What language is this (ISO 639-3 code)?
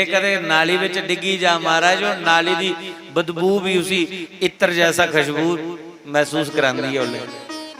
doi